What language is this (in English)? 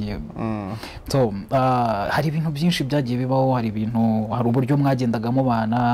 Kinyarwanda